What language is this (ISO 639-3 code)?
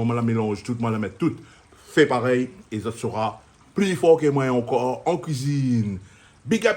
rcf